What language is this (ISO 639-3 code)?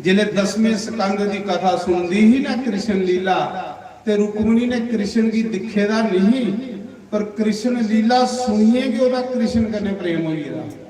doi